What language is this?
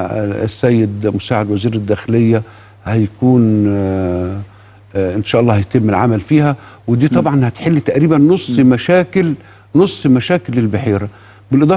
Egyptian Arabic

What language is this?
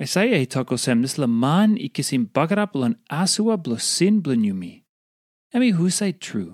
Tok Pisin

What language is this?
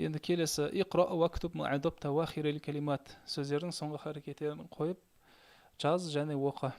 Kazakh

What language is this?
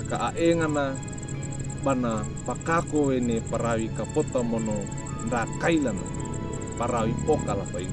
Wejewa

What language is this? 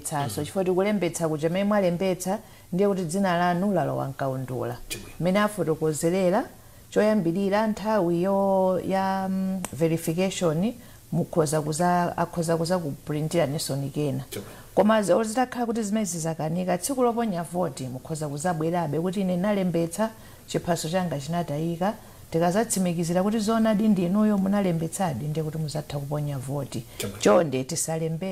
Nyanja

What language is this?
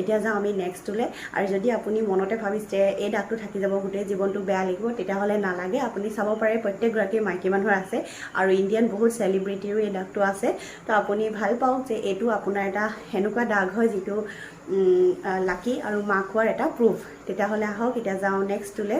Assamese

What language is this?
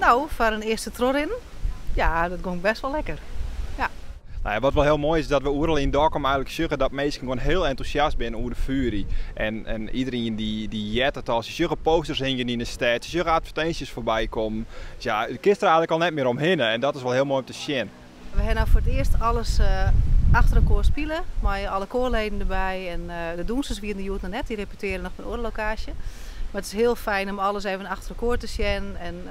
Western Frisian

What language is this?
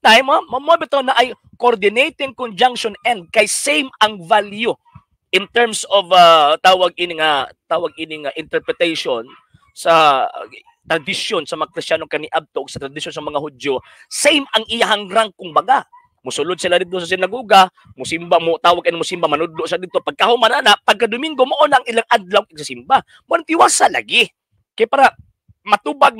Cebuano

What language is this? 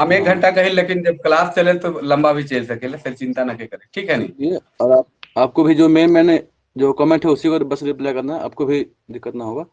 Sadri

